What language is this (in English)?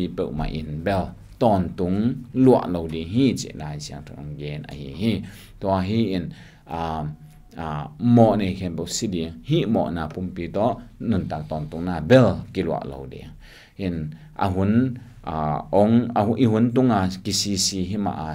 Tedim Chin